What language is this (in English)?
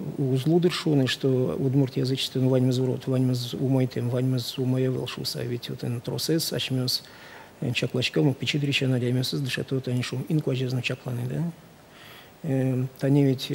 Udmurt